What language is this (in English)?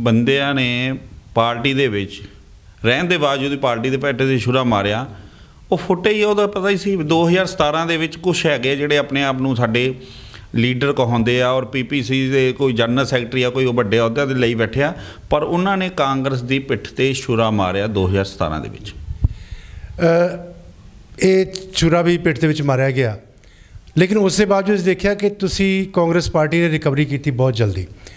Punjabi